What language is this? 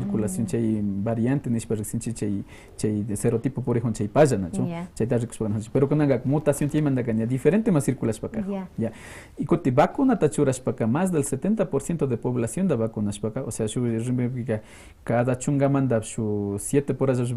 Quechua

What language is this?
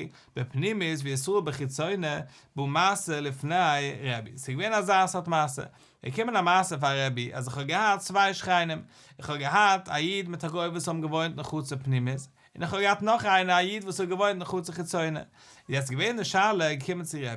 Yiddish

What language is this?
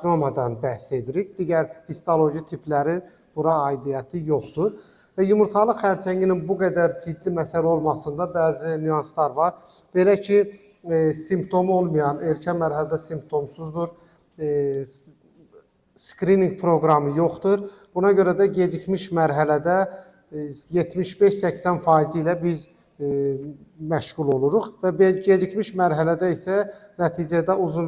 Azerbaijani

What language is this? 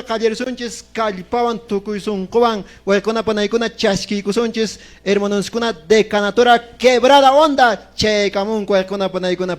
Quechua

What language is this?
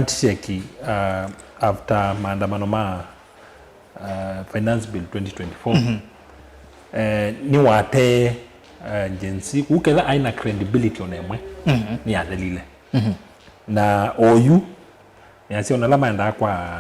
Kamba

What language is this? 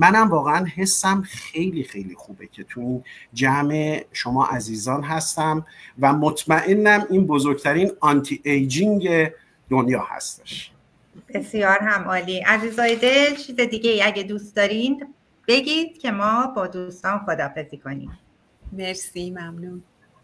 Persian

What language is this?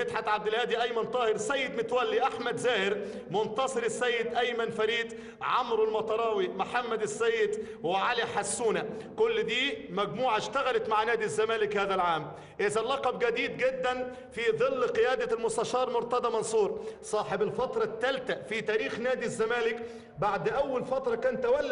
Egyptian Arabic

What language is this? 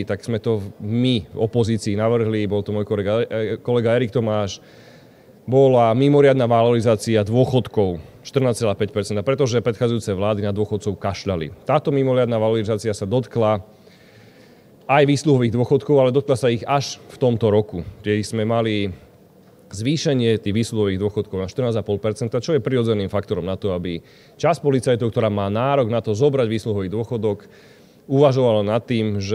Slovak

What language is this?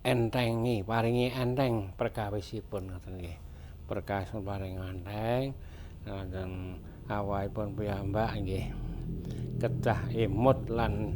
Javanese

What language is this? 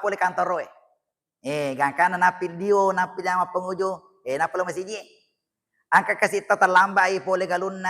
Buginese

